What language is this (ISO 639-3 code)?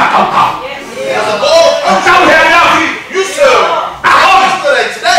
ton